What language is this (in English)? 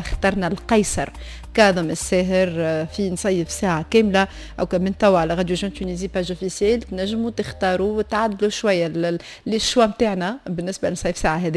Tunisian Arabic